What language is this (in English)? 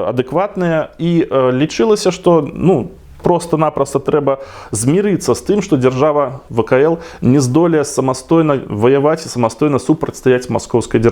Belarusian